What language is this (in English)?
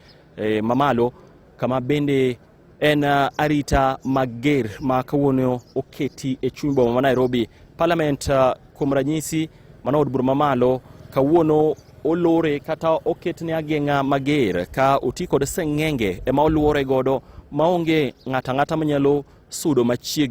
Luo (Kenya and Tanzania)